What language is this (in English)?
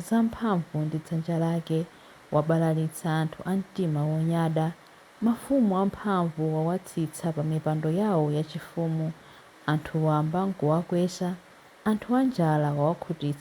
Nyanja